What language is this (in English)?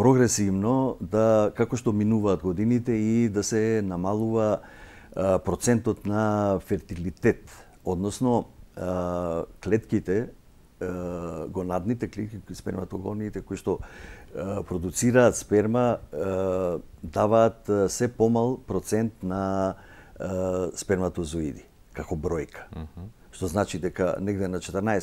Macedonian